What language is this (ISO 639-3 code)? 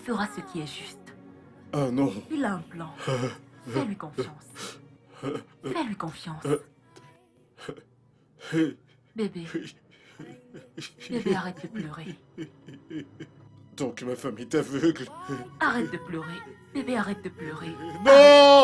fra